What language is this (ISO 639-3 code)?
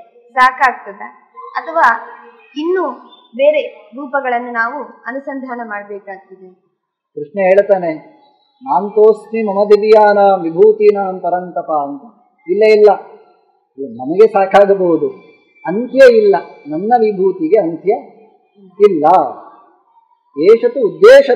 kan